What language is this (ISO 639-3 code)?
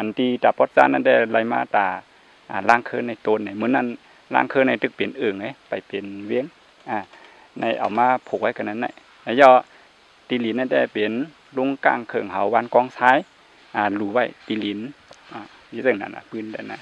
shn